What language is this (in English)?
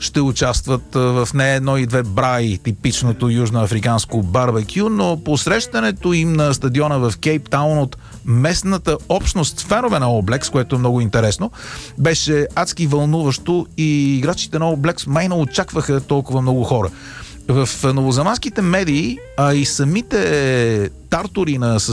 Bulgarian